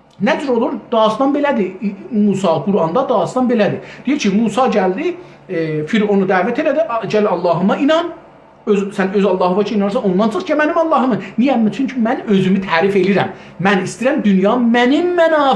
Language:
South Azerbaijani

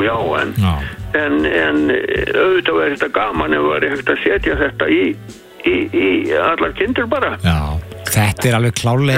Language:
Icelandic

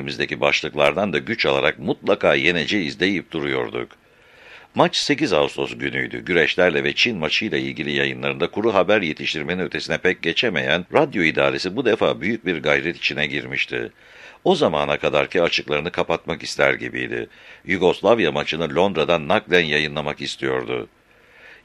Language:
Turkish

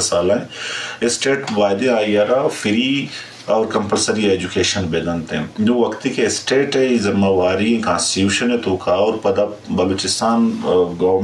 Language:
Eastern Balochi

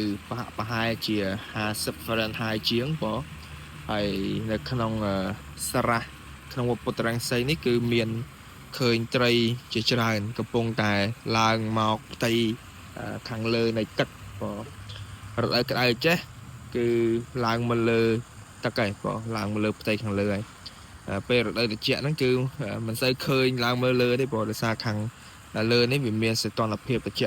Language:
Khmer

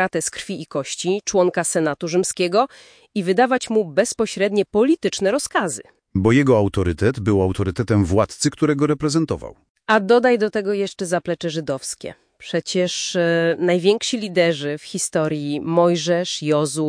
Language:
Polish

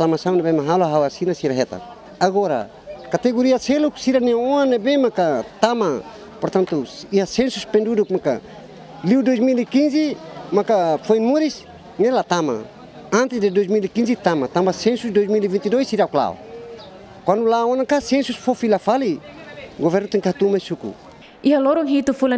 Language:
Tetum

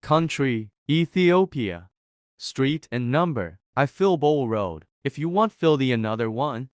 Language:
English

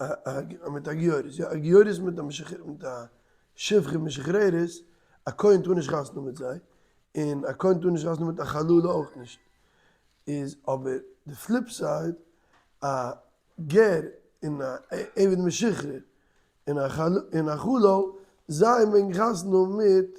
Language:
Yiddish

